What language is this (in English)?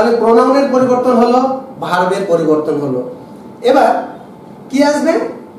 Bangla